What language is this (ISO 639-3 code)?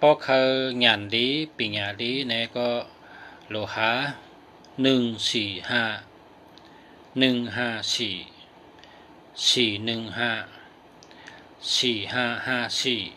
shn